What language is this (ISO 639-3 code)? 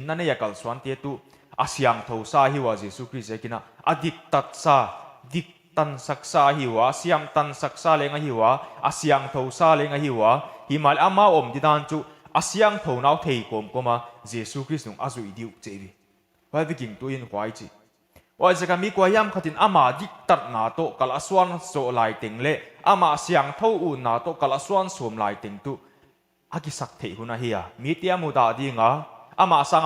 pck